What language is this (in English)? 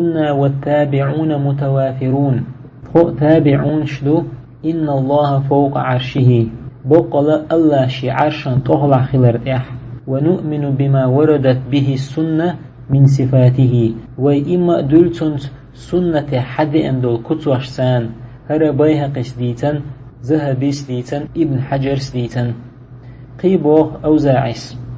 Chechen